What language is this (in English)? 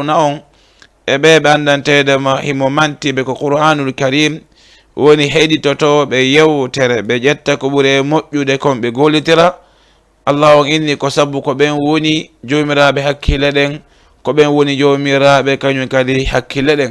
Fula